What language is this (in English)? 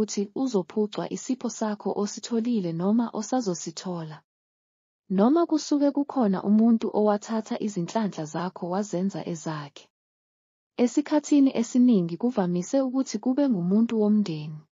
Zulu